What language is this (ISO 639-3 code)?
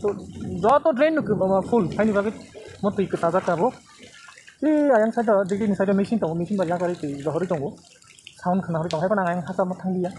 trp